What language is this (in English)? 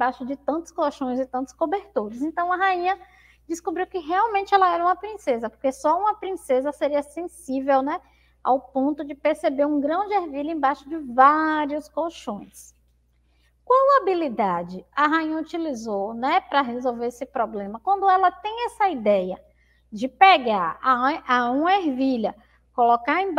Portuguese